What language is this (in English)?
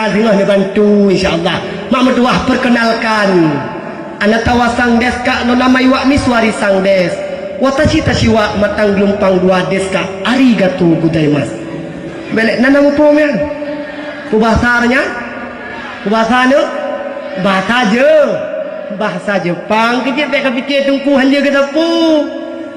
Achinese